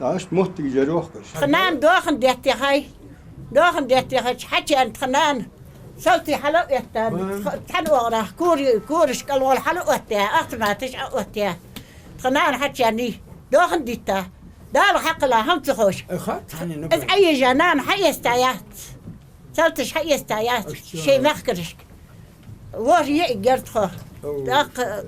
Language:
Ingush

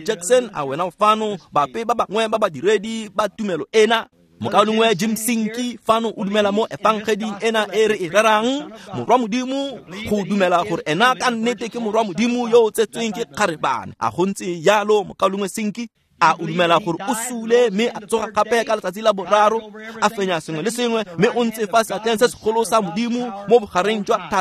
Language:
Tswana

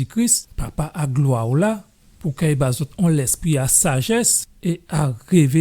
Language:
Guadeloupean Creole French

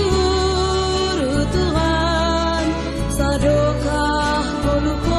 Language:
Batak Simalungun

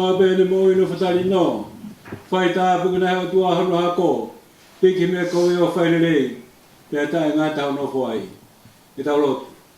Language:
Tongan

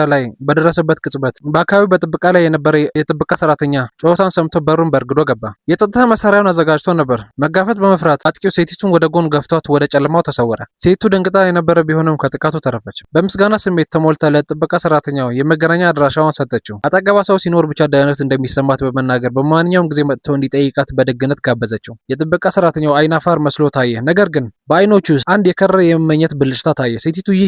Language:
Amharic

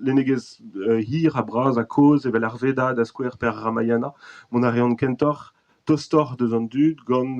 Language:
Breton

